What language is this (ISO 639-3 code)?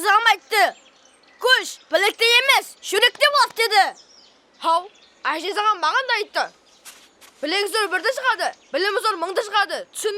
kaa